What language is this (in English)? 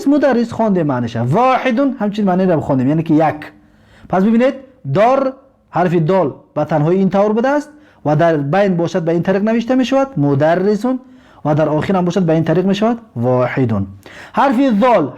Tajik